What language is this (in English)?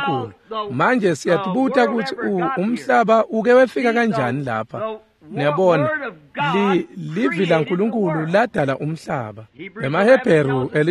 Swati